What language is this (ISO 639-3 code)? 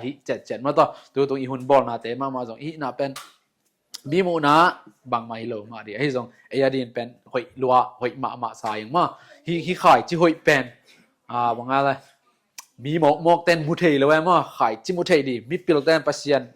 ctd